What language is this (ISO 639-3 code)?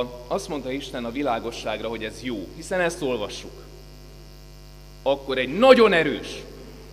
hun